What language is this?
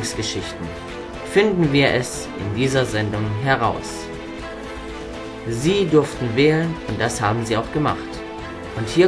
German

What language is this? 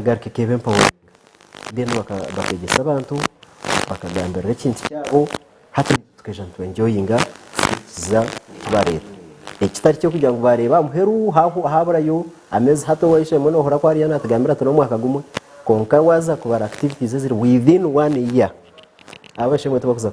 Nyankole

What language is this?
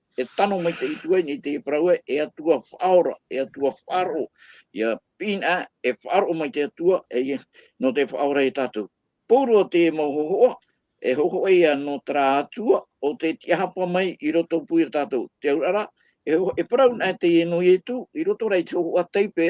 Tahitian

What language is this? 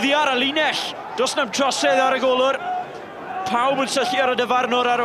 Welsh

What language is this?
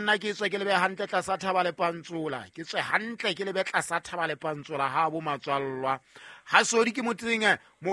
Southern Sotho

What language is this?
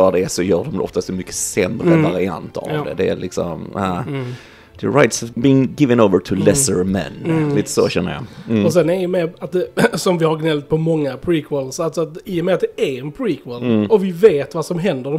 Swedish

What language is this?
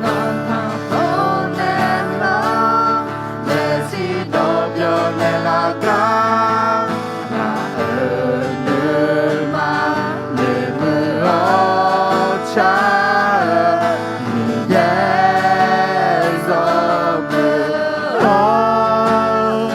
Akha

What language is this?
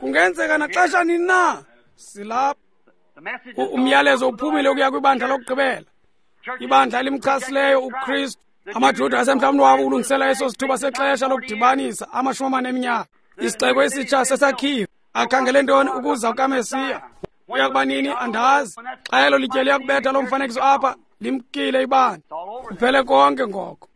Xhosa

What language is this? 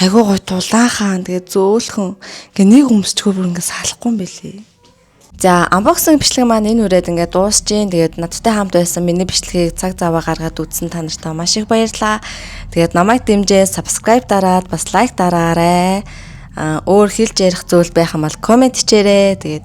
Mongolian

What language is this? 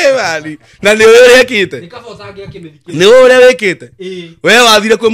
Kikuyu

